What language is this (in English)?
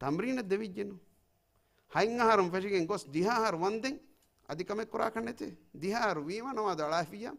Divehi